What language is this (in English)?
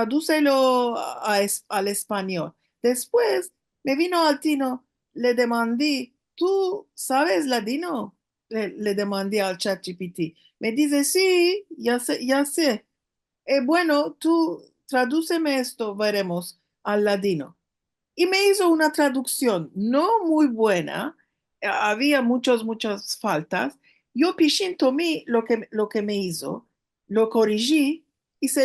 Ladino